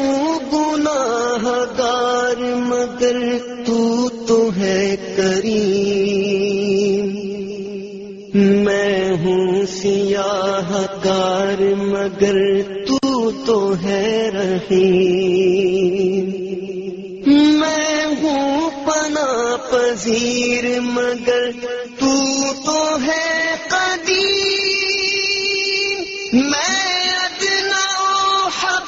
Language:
Urdu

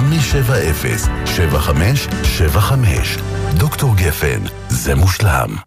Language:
Hebrew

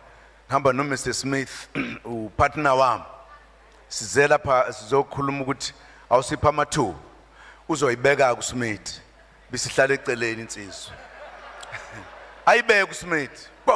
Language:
Zulu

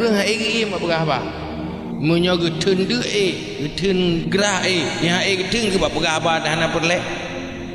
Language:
Achinese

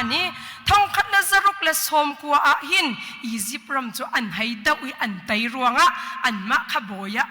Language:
Hakha Chin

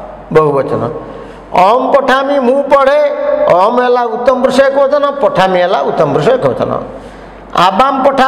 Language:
Odia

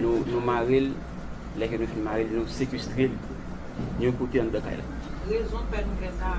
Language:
Haitian Creole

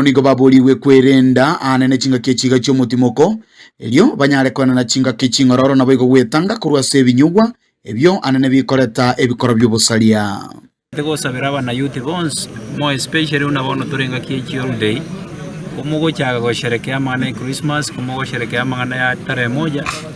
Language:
Gusii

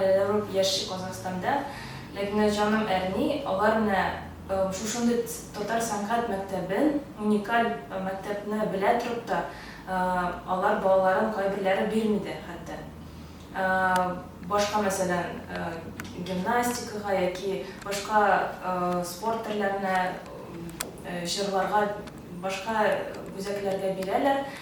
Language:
Tatar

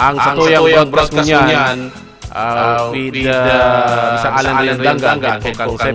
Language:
Bikol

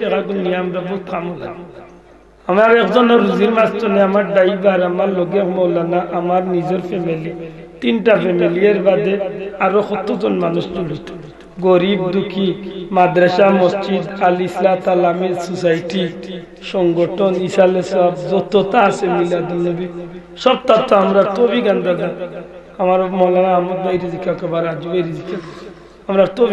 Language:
Sylheti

